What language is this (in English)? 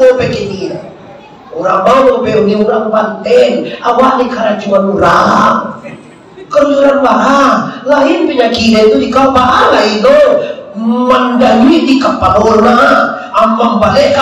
Minangkabau